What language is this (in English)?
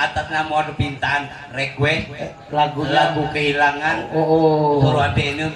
Musi